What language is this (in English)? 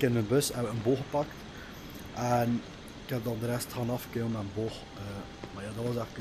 Dutch